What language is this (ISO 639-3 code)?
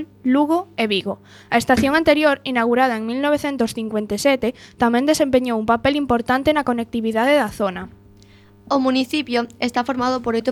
glg